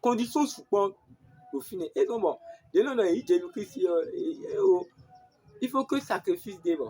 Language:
Fon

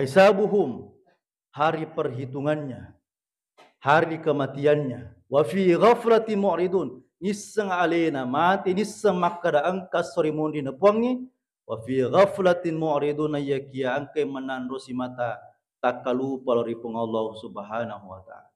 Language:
Buginese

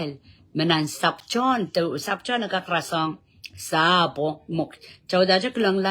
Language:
Pohnpeian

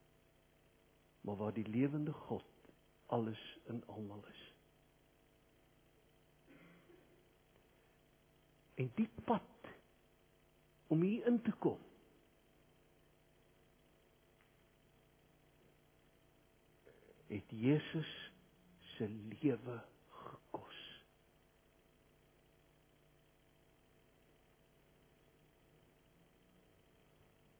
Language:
Afrikaans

